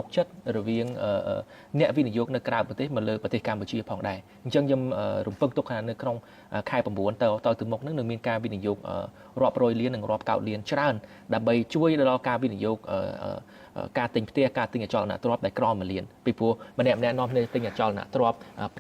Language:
Khmer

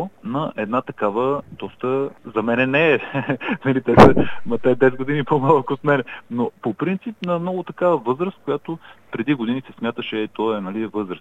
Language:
Bulgarian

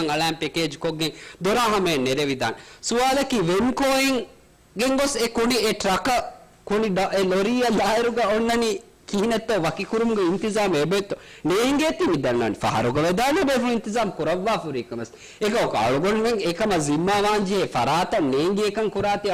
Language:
Divehi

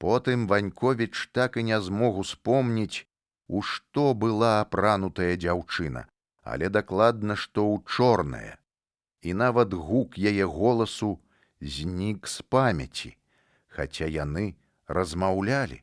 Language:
Belarusian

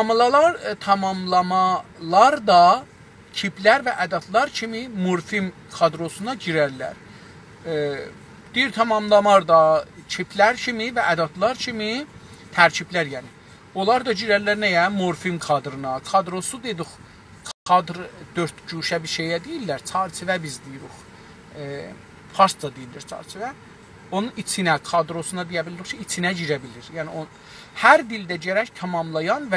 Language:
South Azerbaijani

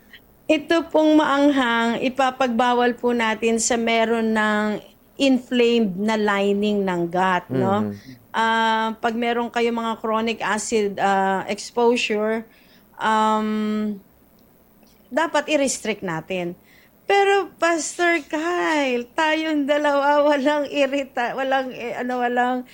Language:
Filipino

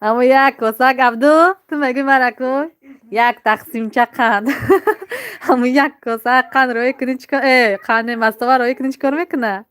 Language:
Tajik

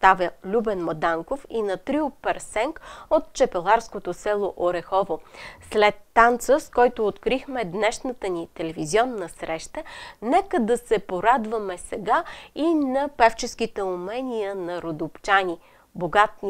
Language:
Bulgarian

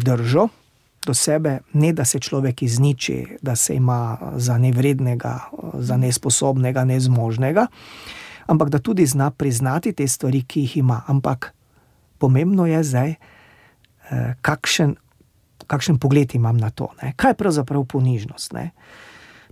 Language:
Slovenian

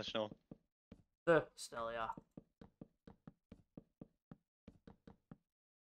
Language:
Dutch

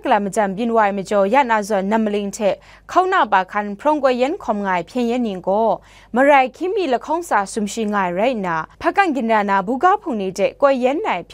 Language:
Kachin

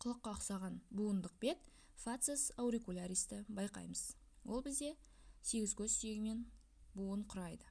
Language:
Kazakh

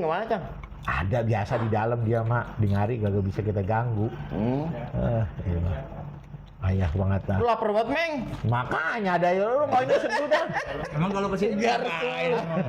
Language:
Betawi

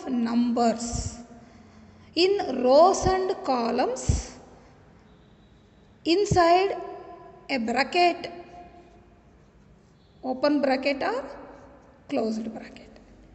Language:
Kannada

